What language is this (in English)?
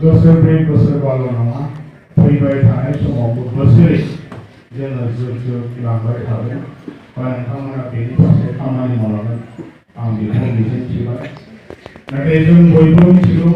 Bodo